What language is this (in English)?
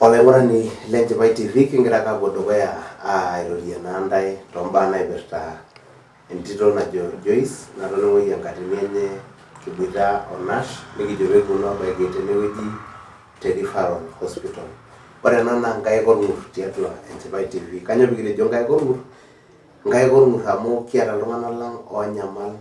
Masai